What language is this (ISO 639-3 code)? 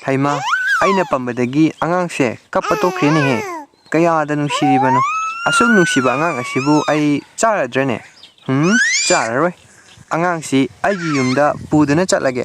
mni